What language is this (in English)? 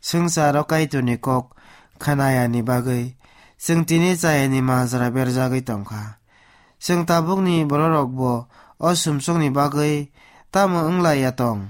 Kok Borok